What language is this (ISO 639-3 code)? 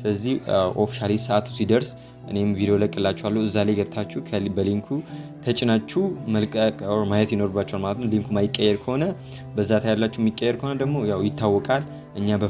amh